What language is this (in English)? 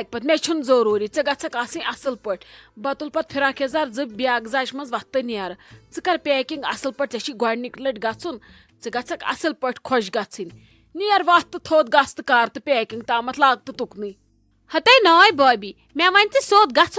Kashmiri